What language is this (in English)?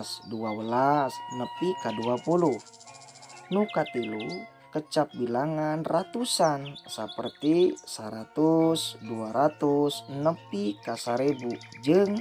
Sundanese